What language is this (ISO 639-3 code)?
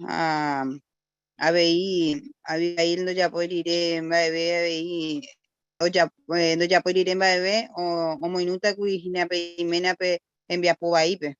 grn